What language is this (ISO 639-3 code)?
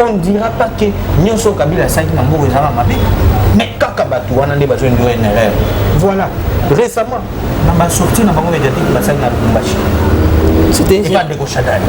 lin